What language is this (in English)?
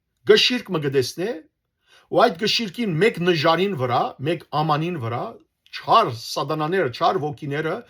Western Armenian